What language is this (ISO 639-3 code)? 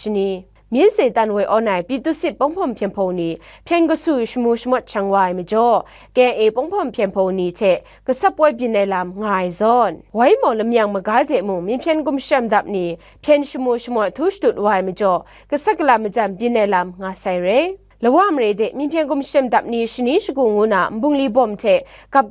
kac